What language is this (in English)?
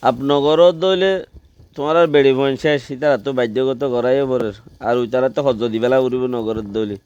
Rohingya